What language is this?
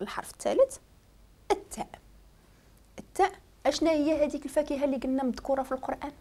Moroccan Arabic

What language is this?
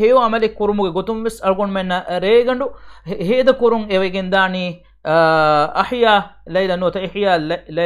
Divehi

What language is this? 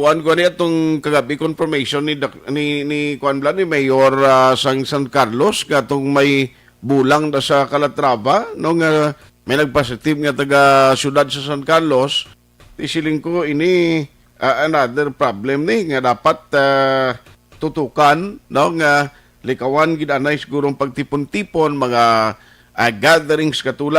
Hiligaynon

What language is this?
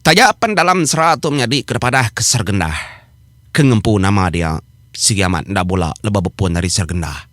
Iban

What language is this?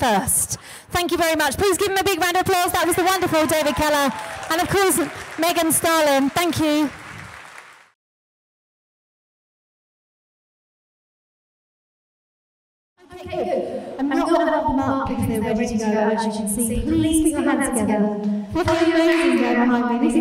English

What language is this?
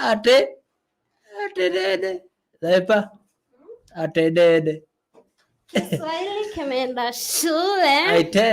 Masai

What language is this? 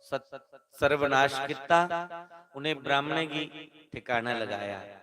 Dogri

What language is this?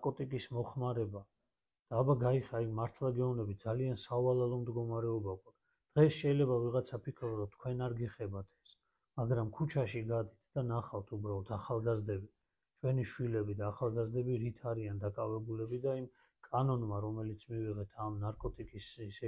Georgian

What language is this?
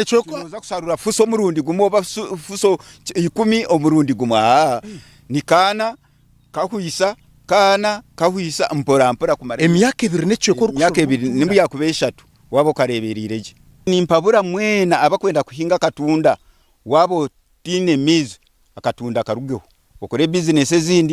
Nyankole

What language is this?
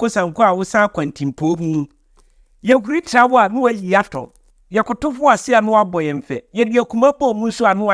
Akan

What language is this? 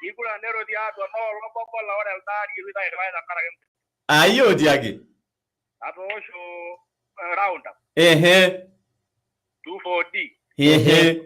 Masai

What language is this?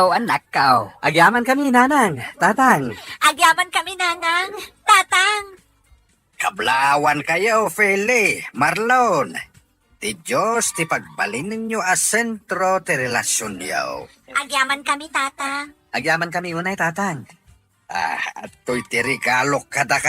Iloko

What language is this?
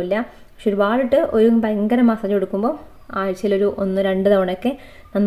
Malayalam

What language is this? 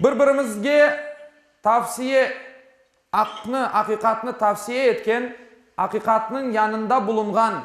Crimean Tatar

